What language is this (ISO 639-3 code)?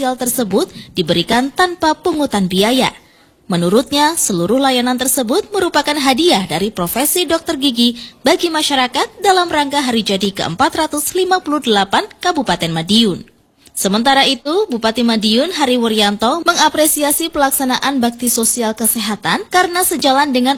ind